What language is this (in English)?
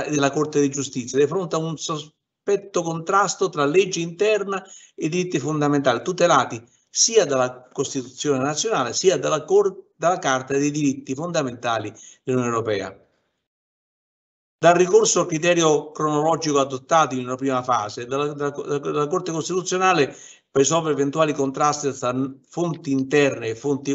Italian